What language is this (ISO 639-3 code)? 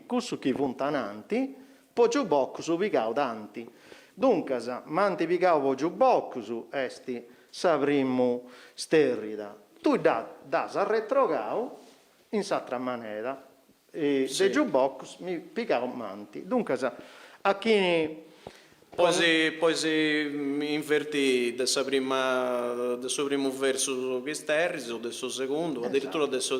srd